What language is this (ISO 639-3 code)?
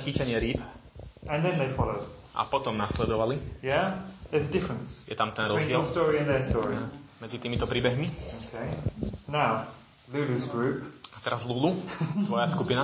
slk